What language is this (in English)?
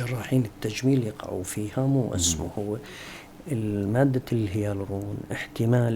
North Levantine Arabic